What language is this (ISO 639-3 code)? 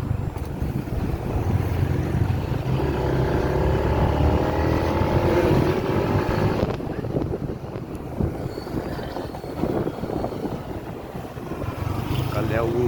ksw